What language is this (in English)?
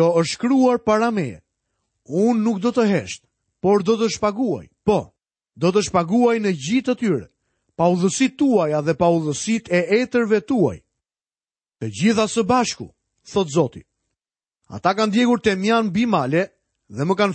Albanian